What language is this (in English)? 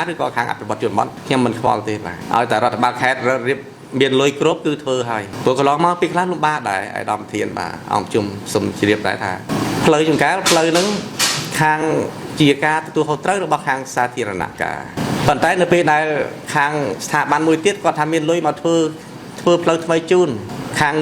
Khmer